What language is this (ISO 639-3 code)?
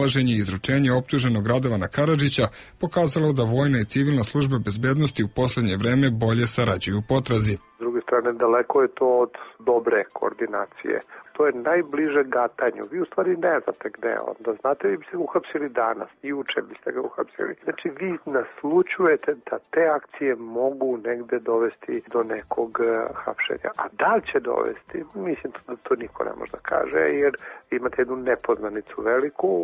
srp